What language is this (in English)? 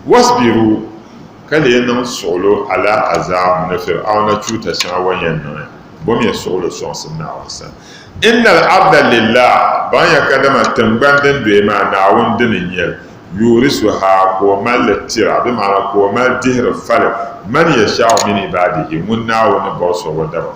Dagbani